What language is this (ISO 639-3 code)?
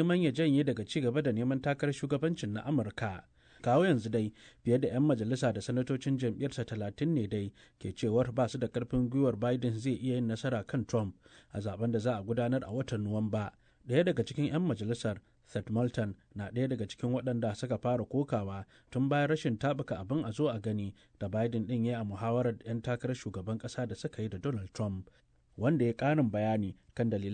hau